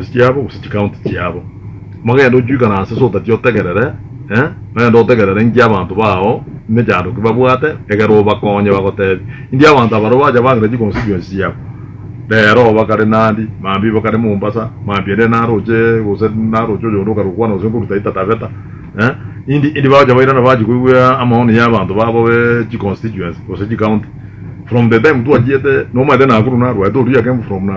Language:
Gusii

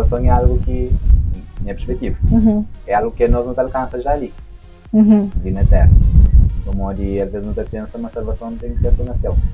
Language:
Kabuverdianu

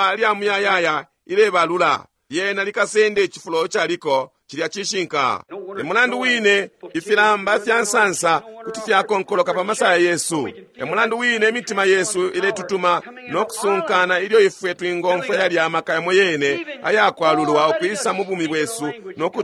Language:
Bemba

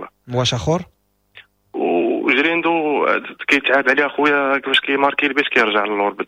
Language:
Moroccan Arabic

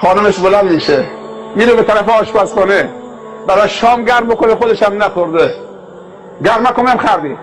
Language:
Tajik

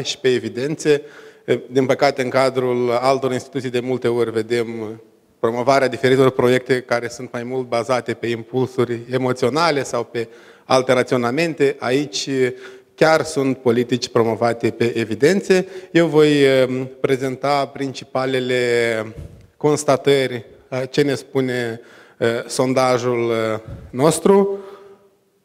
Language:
Romanian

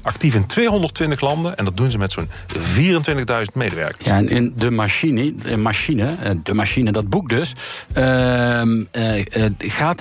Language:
Dutch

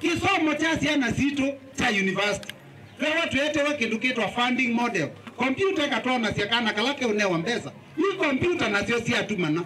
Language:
Kamba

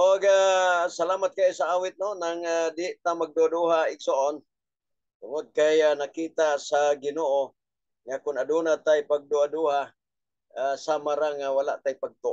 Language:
Cebuano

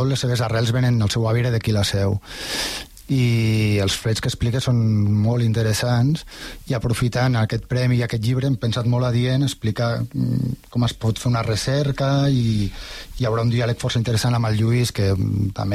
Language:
Catalan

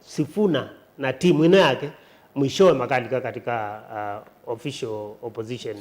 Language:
Kamba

